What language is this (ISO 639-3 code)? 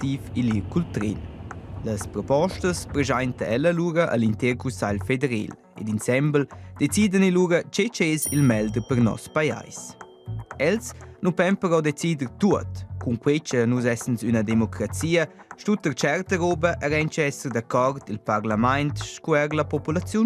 roh